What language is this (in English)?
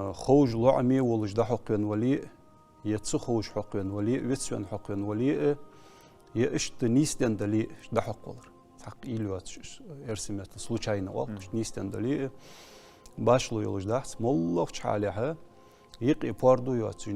Ingush